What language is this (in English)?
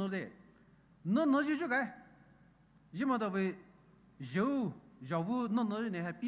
Poumei Naga